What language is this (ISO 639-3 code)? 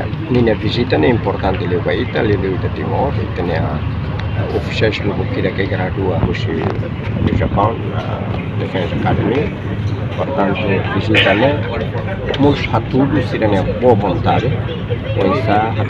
tet